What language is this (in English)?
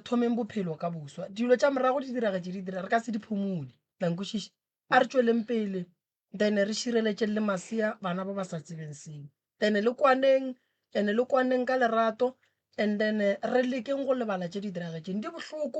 Northern Sotho